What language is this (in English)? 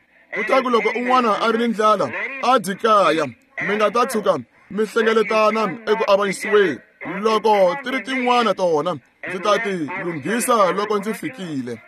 Tsonga